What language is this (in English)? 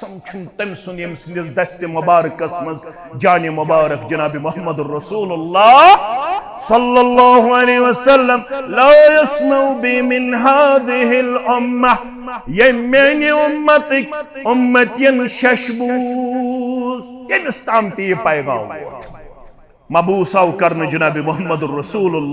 Kashmiri